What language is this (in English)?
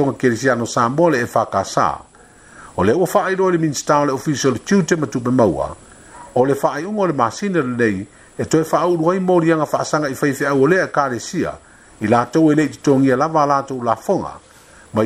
Samoan